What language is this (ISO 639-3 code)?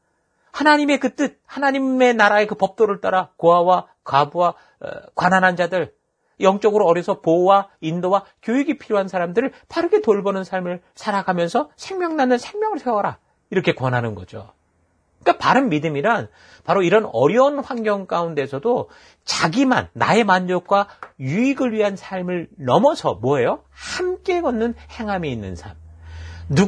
kor